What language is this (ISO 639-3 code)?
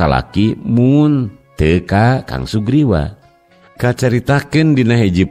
sun